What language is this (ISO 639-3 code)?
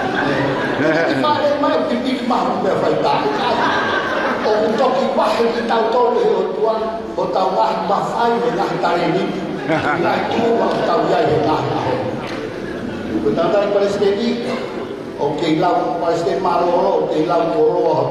ton